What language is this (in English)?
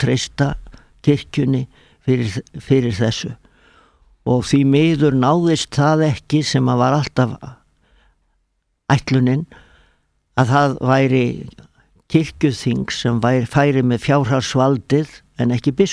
Icelandic